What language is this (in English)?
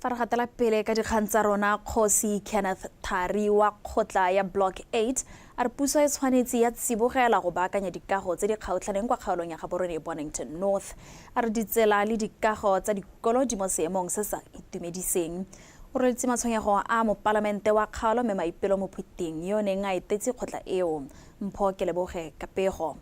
Tswana